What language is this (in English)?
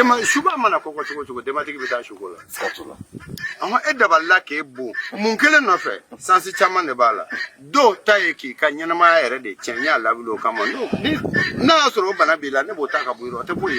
Bambara